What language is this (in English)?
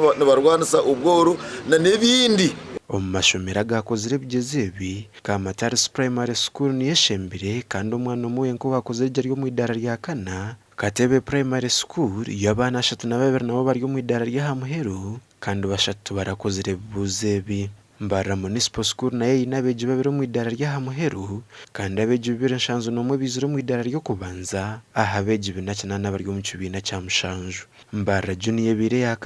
Nyankole